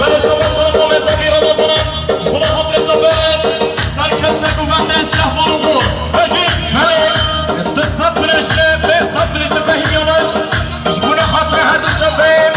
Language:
Kurdish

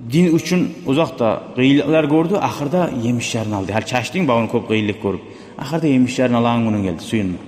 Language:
Kumyk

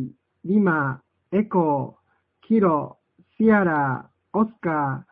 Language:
Japanese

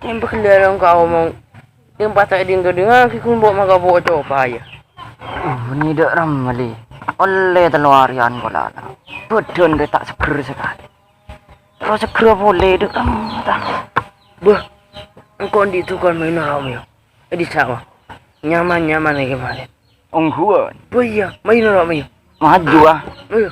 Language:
Madurese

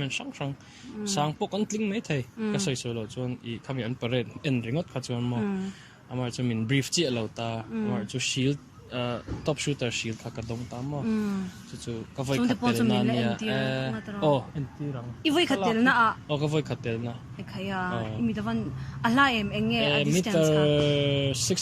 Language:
Mizo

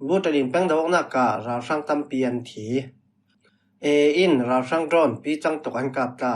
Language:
Falam Chin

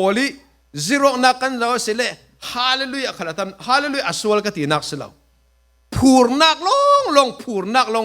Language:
Falam Chin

